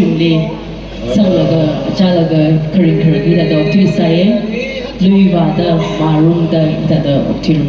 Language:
Tangkhul Naga (India)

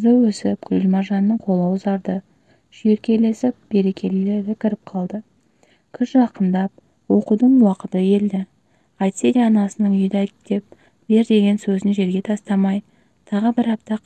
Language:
Kazakh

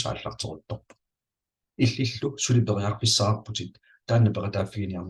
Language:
Kalaallisut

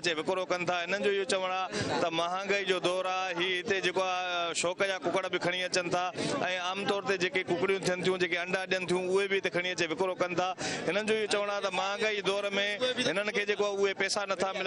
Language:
Sindhi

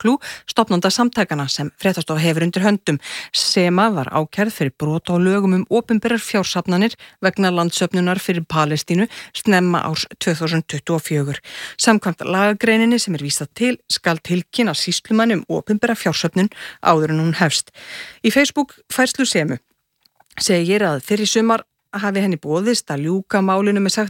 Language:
Icelandic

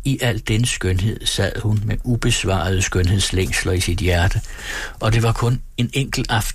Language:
Danish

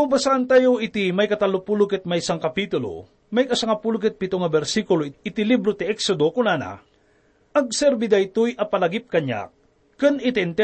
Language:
Iloko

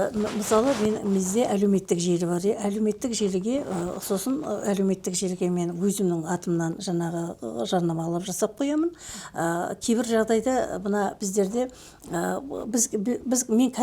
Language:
Kazakh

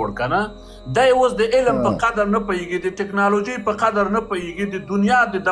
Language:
Pashto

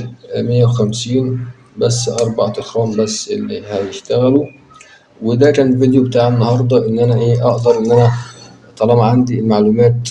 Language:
Egyptian Arabic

